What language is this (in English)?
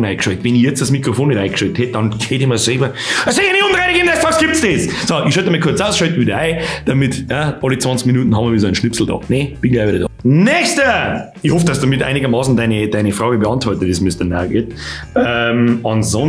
Bavarian